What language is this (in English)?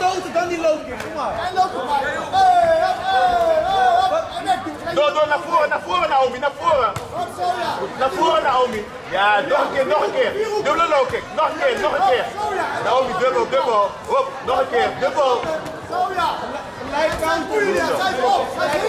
Dutch